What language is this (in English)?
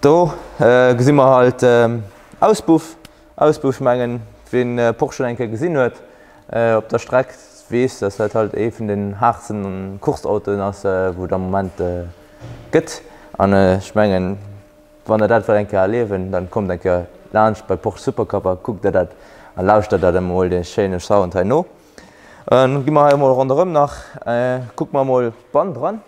Luxembourgish